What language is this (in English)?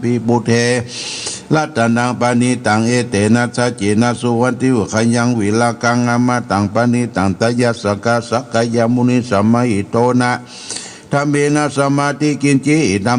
Pali